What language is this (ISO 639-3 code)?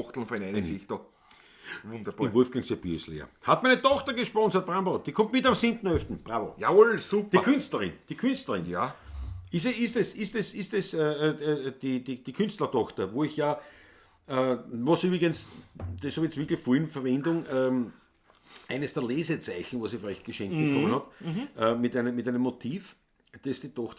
bar